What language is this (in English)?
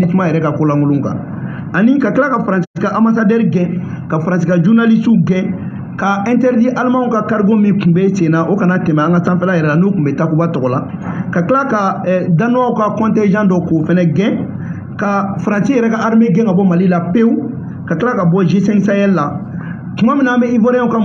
Bambara